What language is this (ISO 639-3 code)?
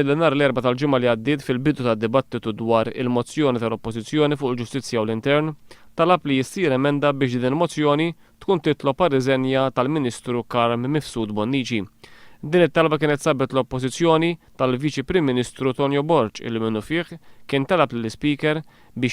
mlt